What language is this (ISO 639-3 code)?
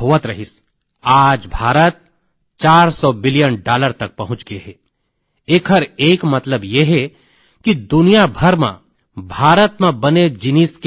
hne